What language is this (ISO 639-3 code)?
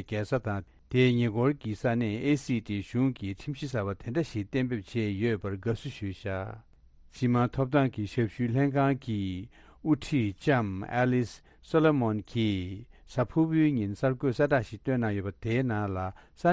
bod